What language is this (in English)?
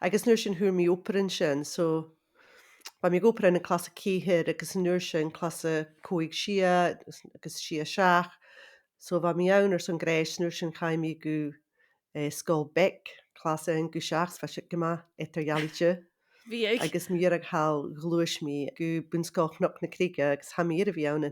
Scottish Gaelic